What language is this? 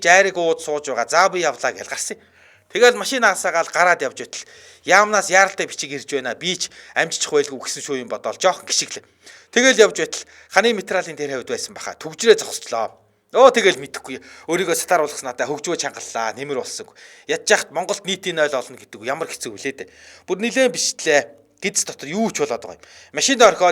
Mongolian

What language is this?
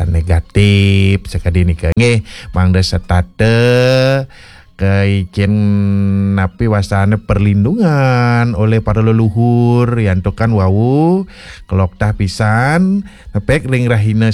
Balinese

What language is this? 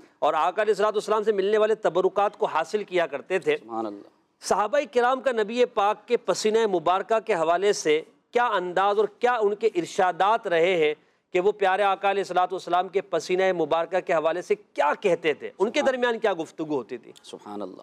Urdu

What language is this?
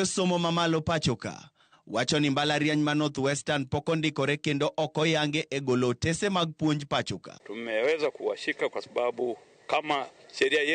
Luo (Kenya and Tanzania)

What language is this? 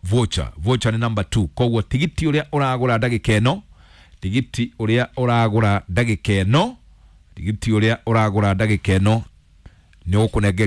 Kikuyu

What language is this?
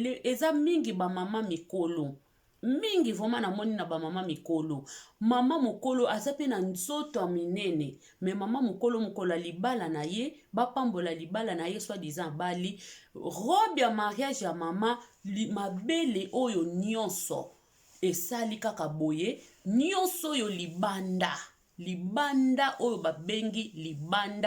Lingala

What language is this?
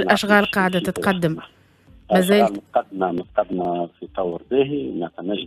Tunisian Arabic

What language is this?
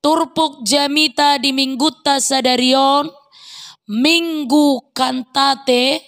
Batak Toba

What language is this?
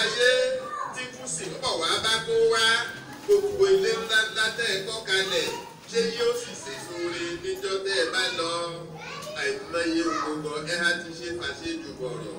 Yoruba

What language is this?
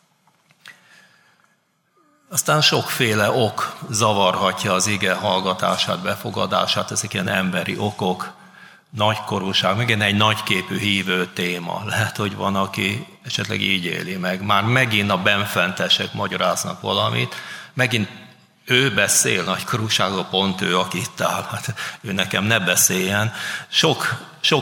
Hungarian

